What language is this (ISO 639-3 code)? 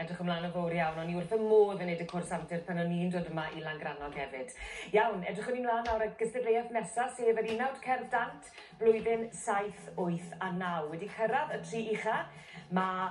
cym